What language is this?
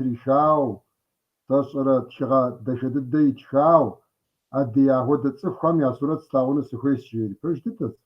Kabardian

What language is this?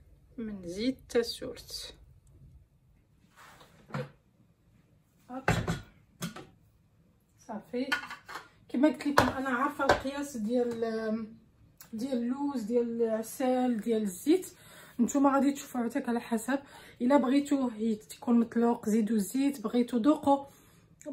Moroccan Arabic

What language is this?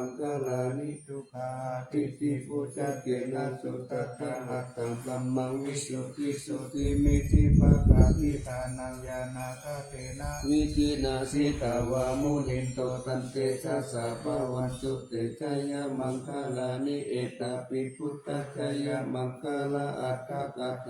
Pali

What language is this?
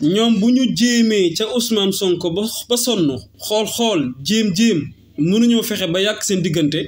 Wolof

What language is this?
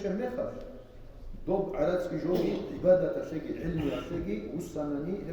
Avaric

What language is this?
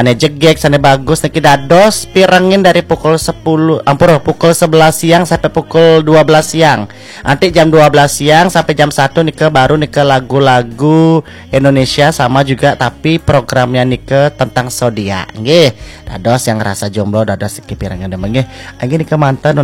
Balinese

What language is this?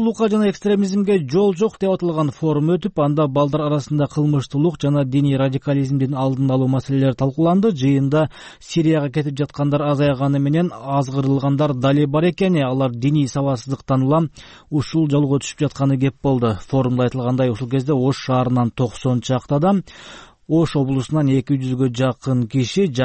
Kyrgyz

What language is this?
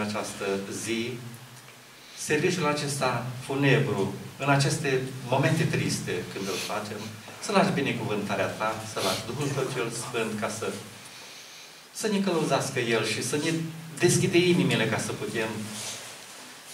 Romanian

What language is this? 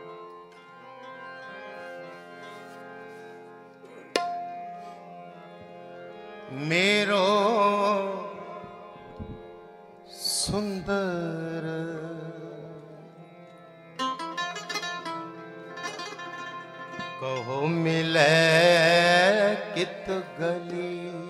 Hindi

